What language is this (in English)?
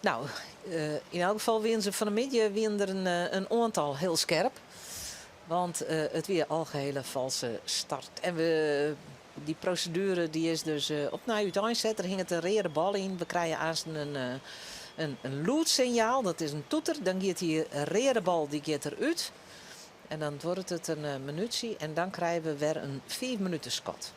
Western Frisian